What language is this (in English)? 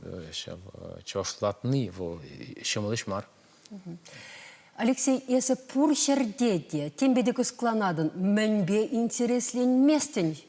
Chuvash